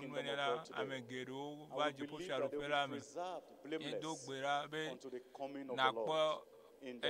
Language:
Ewe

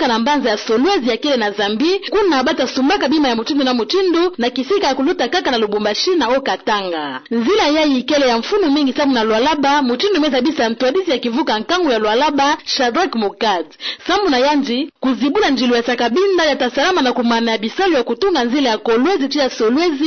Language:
Kituba (Democratic Republic of Congo)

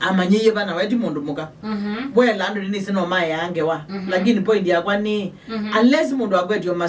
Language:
Kamba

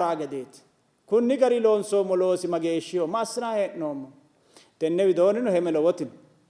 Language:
Sidamo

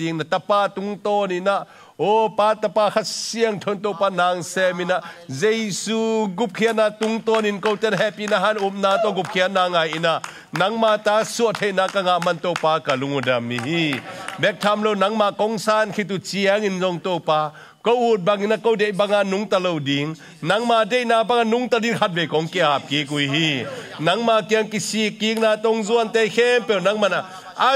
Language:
Tedim Chin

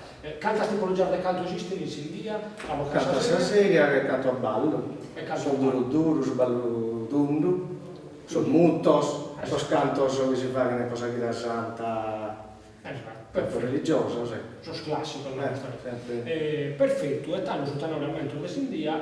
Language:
Sardinian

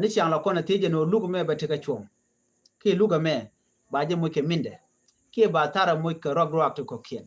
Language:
Nuer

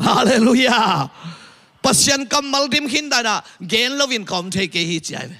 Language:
Tedim Chin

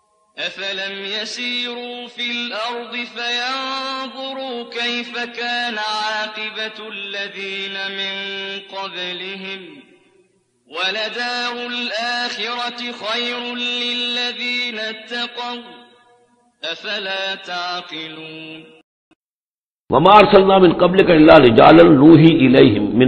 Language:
Urdu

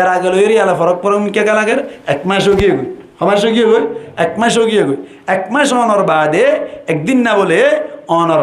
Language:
Rohingya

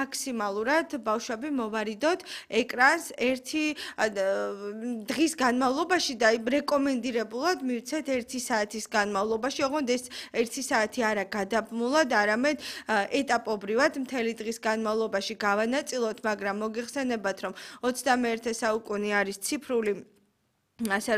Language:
Georgian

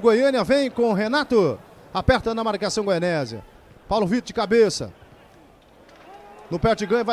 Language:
Portuguese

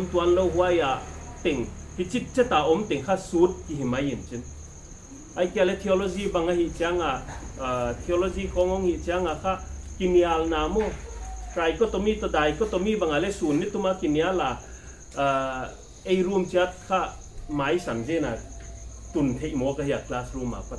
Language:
Paite Chin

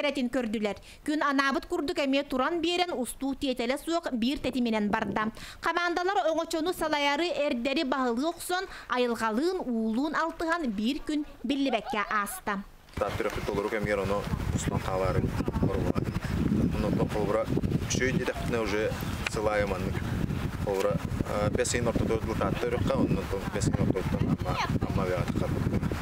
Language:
Yakut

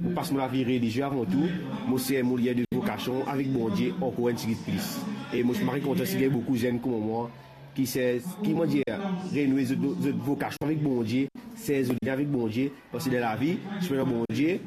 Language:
Morisyen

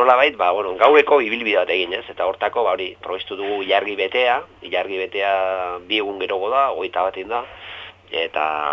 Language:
Basque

